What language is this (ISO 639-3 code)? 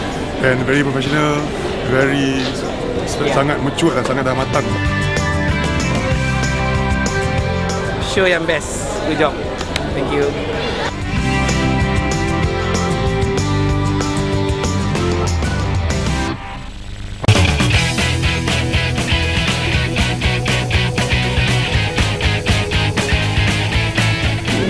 msa